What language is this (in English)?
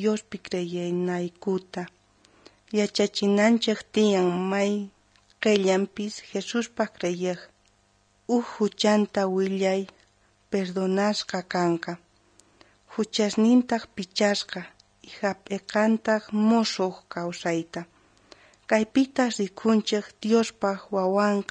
South Bolivian Quechua